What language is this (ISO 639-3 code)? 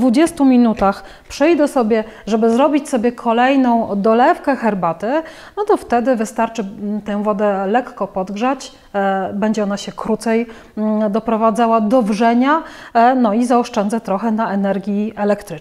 pol